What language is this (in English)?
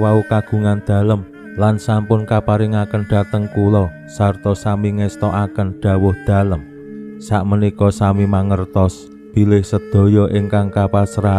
Javanese